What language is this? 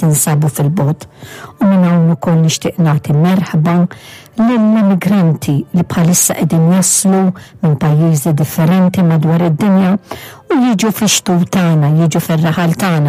Maltese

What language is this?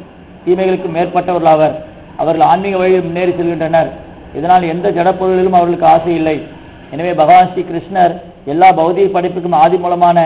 Tamil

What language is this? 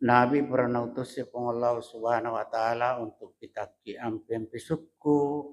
Buginese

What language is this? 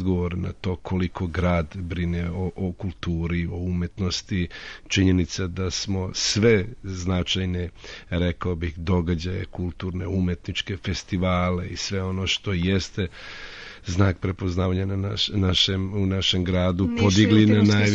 Serbian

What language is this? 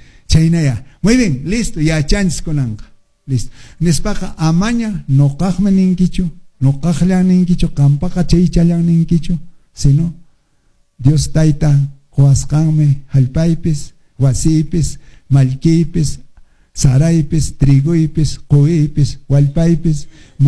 Quechua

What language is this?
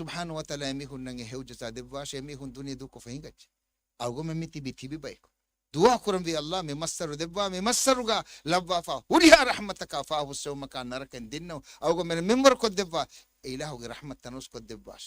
Divehi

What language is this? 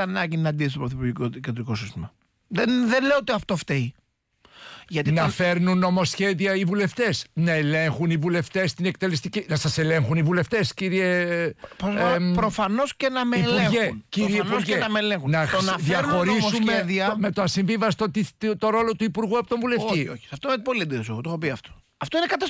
Greek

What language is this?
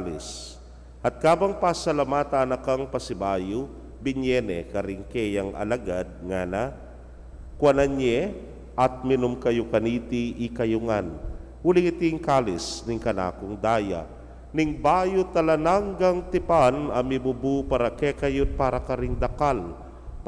Pampanga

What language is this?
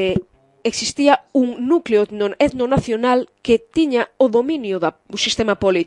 Galician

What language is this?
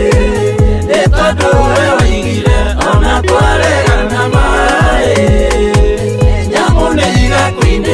Kikuyu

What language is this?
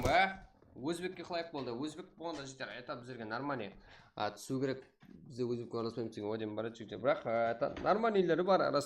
Kara-Kalpak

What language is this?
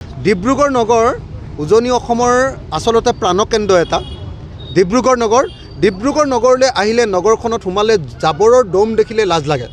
Assamese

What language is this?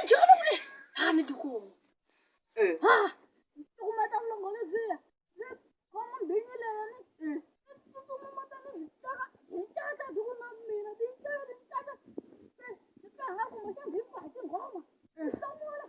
Tsonga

